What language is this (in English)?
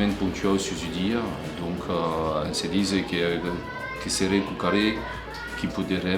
Occitan